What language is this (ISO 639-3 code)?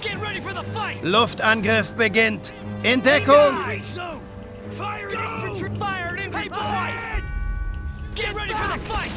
bar